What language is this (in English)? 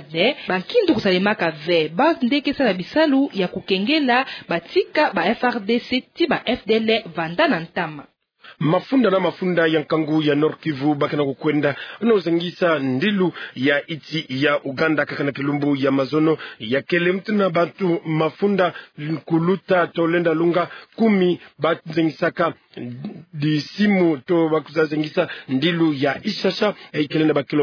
Kituba (Democratic Republic of Congo)